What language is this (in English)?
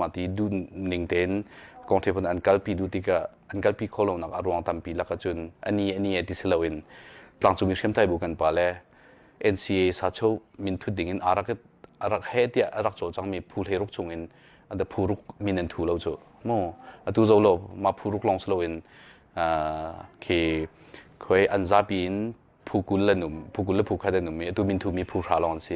Hakha Chin